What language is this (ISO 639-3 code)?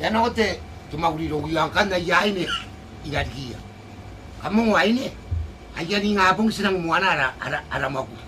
gil